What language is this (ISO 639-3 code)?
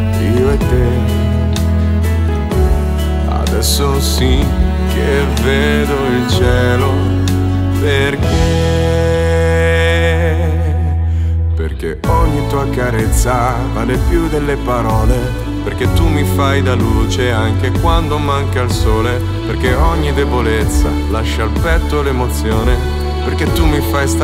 ita